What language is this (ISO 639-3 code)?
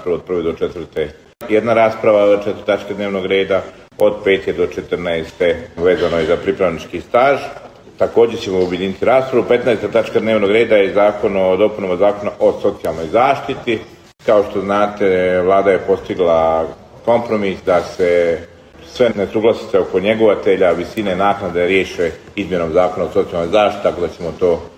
bos